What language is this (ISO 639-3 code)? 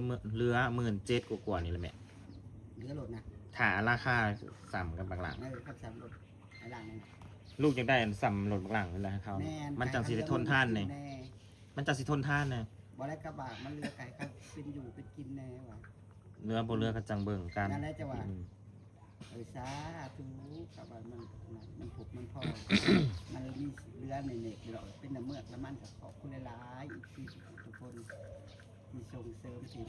tts